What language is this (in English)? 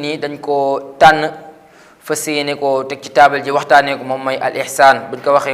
Wolof